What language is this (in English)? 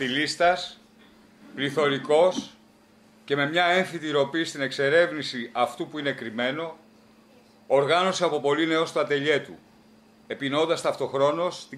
Greek